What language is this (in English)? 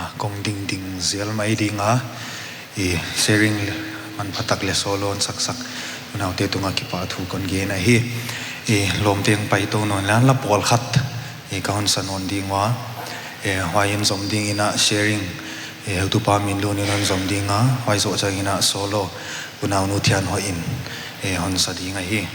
Paite Chin